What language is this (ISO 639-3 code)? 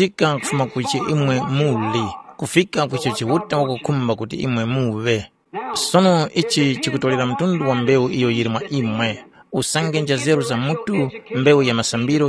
tum